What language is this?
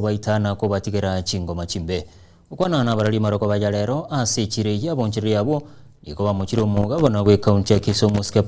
Gusii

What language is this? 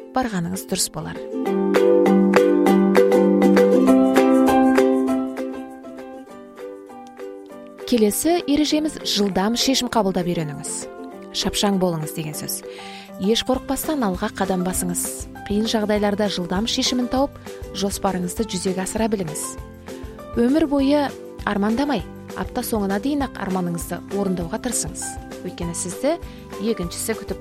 Kazakh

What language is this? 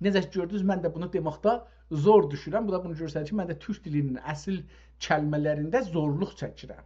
South Azerbaijani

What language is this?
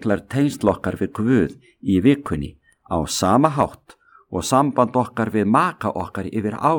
Icelandic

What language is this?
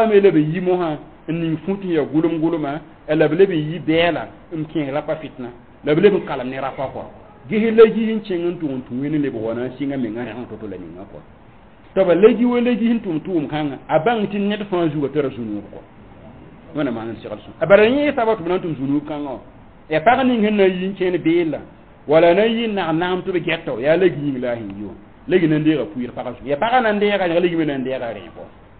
Mossi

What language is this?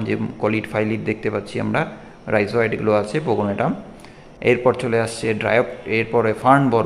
Bangla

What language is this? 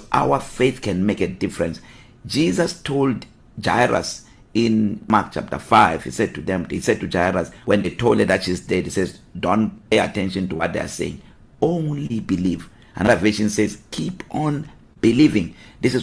English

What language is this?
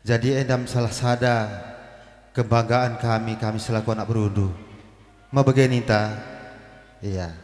Batak Karo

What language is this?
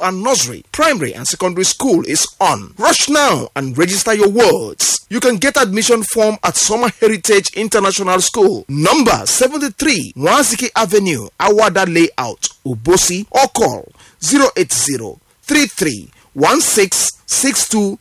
English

